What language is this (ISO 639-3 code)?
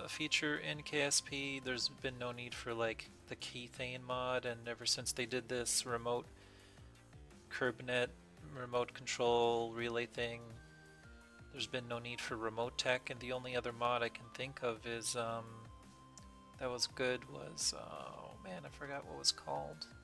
eng